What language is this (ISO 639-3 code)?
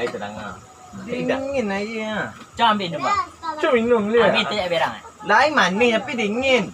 min